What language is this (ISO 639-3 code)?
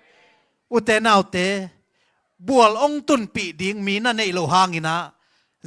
ctd